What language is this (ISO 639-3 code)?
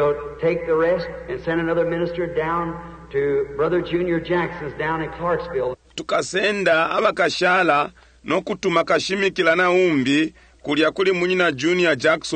bem